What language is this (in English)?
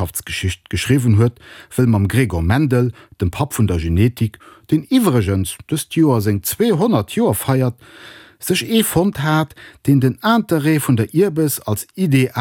Luxembourgish